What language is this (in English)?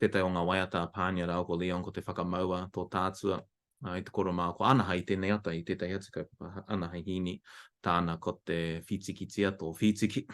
Māori